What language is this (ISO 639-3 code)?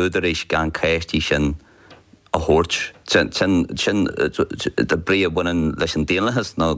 gle